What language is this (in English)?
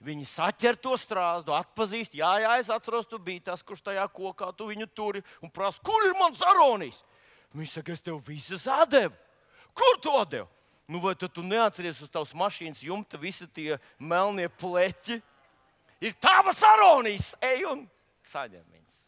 Latvian